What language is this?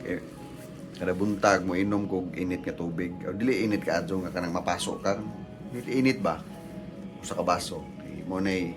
Cebuano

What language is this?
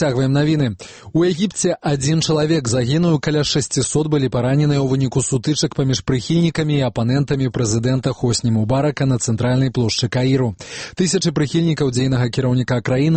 Belarusian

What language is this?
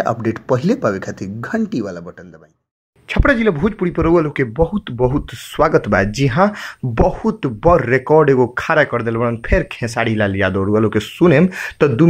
Bhojpuri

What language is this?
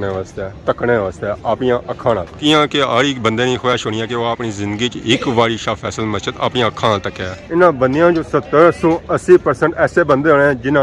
Pahari-Potwari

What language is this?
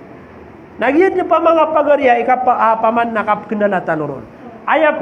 Maranao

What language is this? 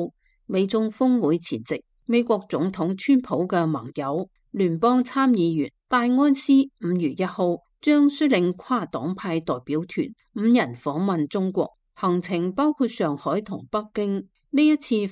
Cantonese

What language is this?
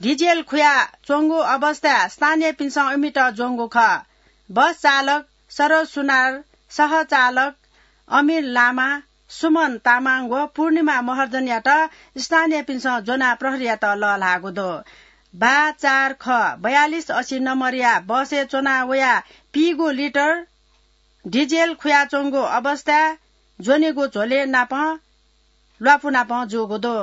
Newari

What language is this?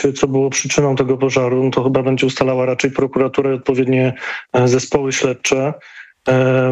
Polish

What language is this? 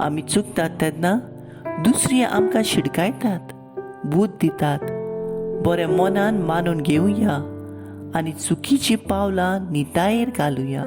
Konkani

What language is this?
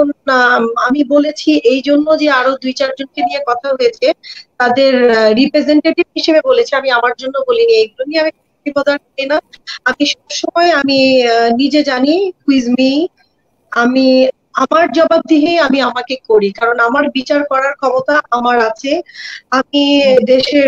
Bangla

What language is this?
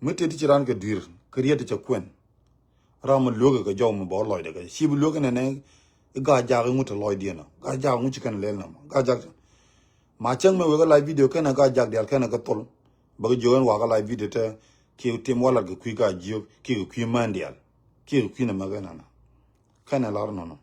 Nuer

